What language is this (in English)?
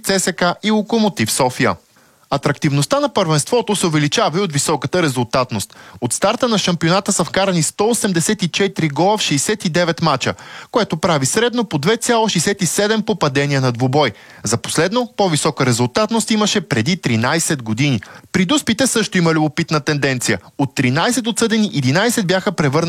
Bulgarian